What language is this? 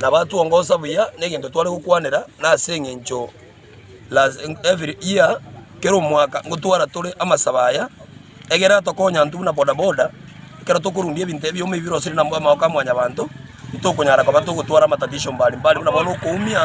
Gusii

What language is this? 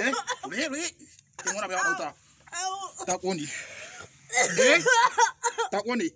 Hausa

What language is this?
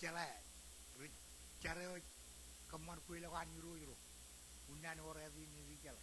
Marshallese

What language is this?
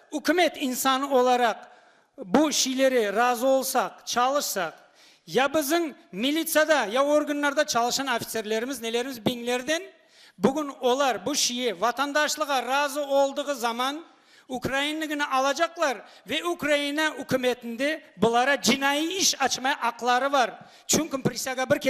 Crimean Tatar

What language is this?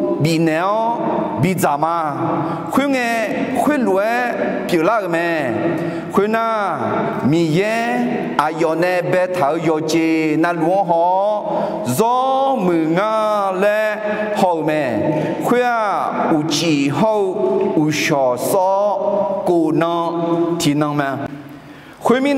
Akha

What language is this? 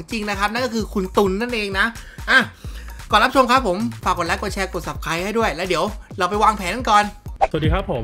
Thai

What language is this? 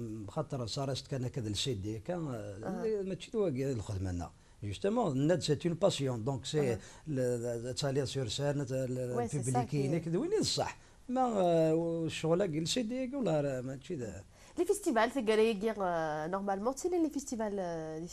Kabyle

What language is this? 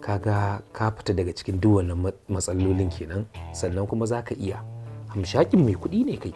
Hausa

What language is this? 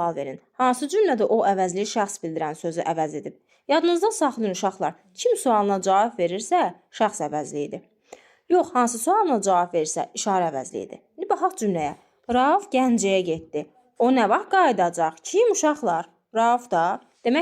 Azerbaijani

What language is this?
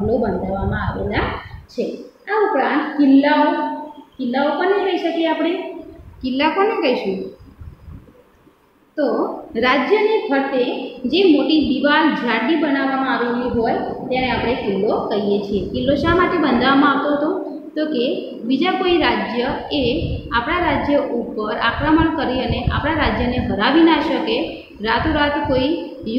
Gujarati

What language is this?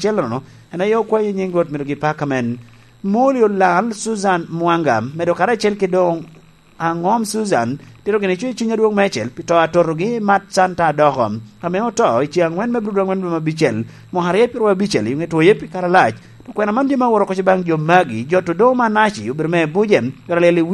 Lango (Uganda)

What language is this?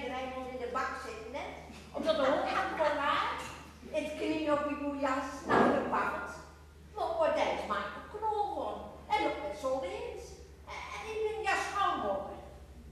Gronings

